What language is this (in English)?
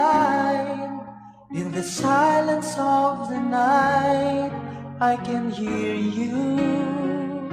Hiligaynon